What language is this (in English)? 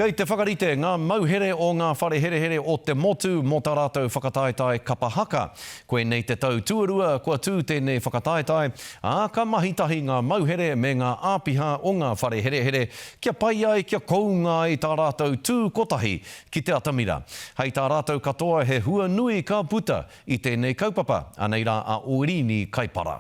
Māori